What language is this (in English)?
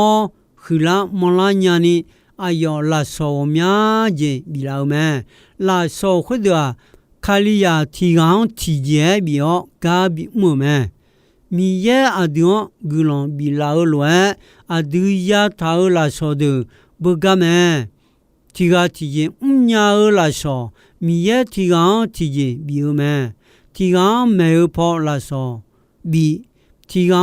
Akha